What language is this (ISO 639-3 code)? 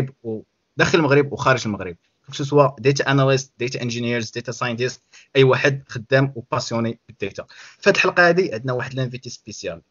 ary